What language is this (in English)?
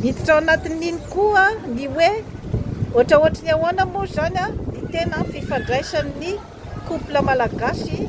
Malagasy